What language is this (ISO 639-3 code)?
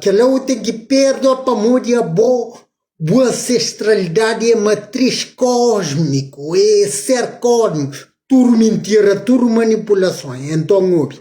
kea